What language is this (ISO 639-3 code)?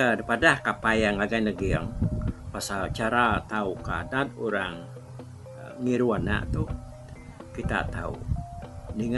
iba